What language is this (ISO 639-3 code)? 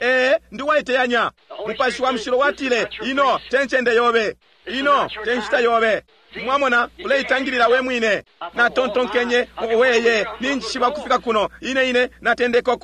bem